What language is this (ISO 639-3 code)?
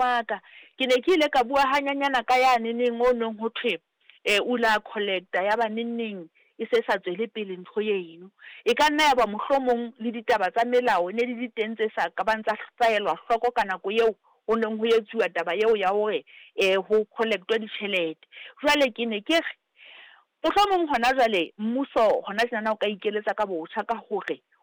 sot